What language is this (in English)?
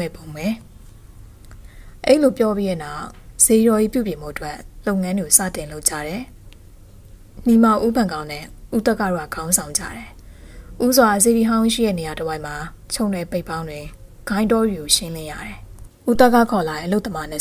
Burmese